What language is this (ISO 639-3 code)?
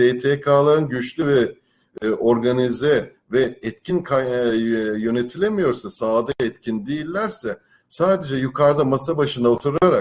tur